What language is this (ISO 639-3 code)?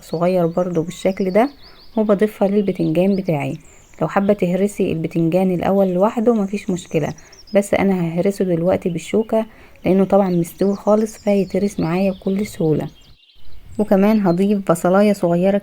arz